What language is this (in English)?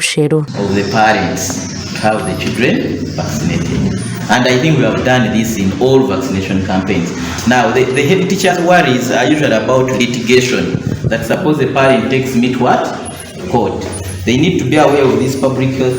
Nyankole